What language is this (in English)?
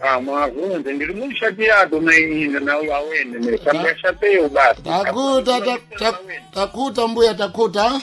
Sena